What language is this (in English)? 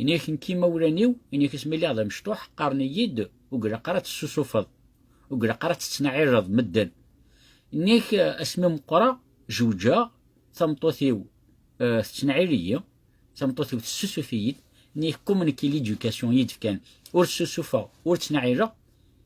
Kabyle